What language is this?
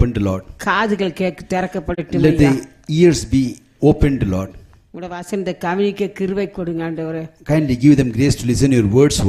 Tamil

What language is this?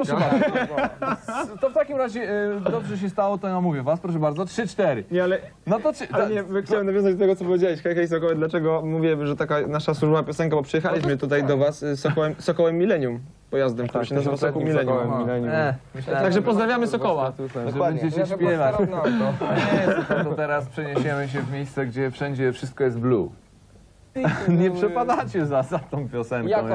Polish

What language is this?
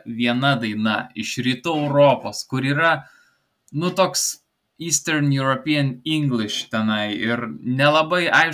Lithuanian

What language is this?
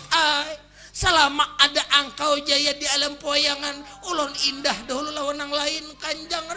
Banjar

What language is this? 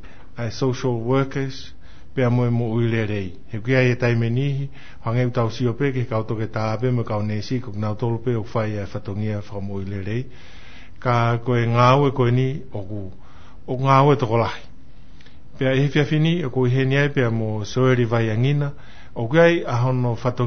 Tongan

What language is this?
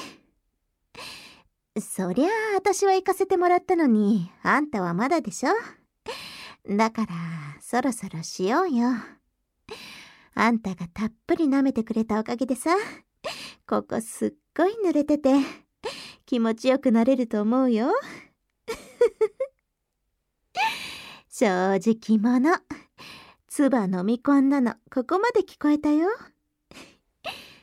Japanese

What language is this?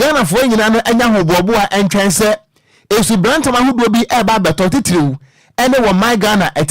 Akan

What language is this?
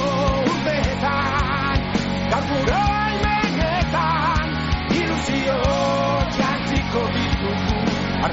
Basque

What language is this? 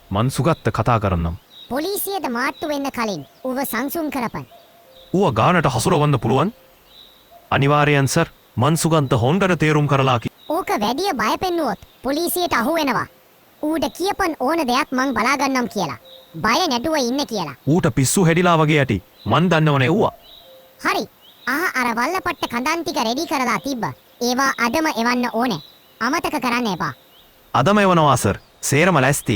Sinhala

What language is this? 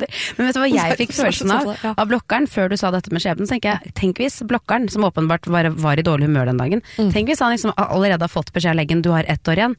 Norwegian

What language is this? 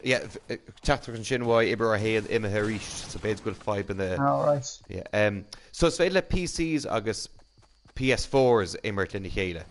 Irish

